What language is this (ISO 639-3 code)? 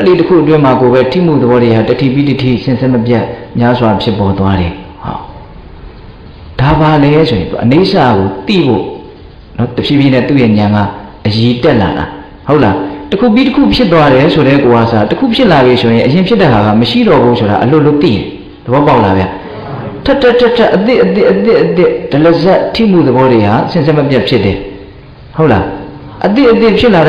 mya